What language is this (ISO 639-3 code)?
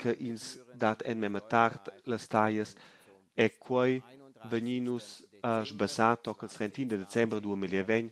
roh